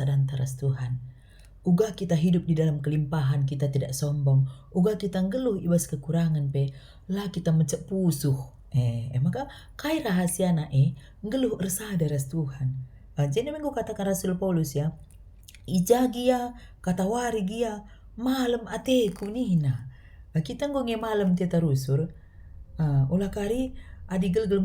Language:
Batak Karo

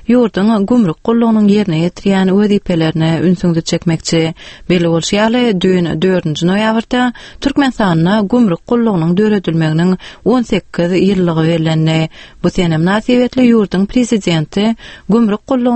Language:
Turkmen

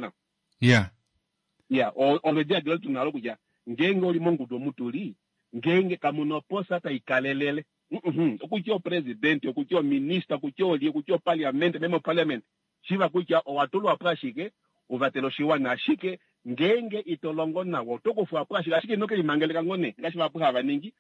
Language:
Kuanyama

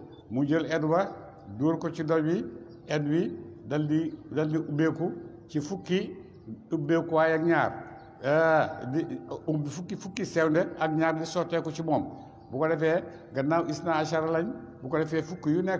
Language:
Wolof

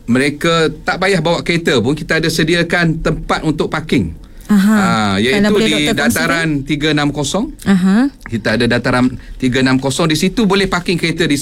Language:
Malay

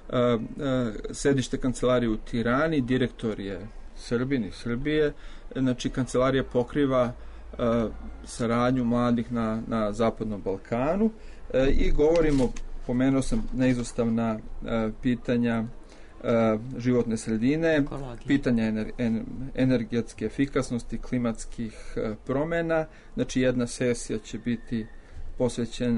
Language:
Serbian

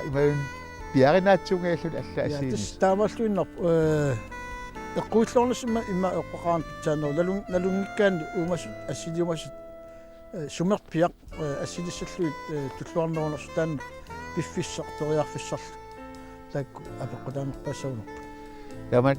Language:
Kalaallisut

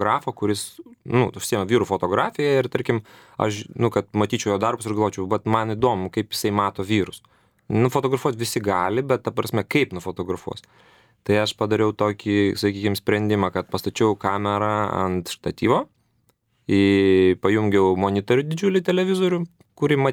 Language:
Lithuanian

